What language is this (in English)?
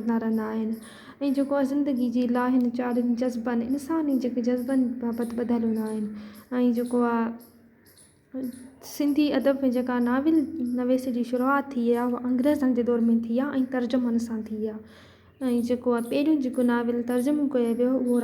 Sindhi